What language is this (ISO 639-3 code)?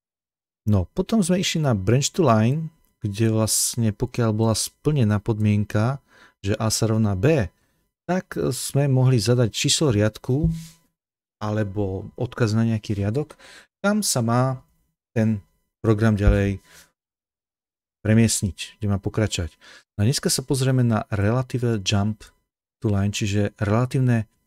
slk